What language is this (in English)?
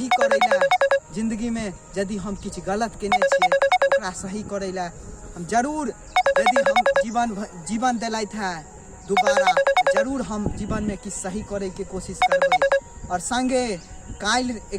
Maithili